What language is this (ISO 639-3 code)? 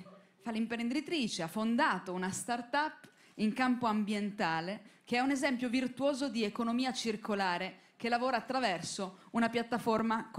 ita